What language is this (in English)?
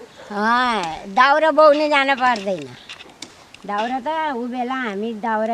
Nepali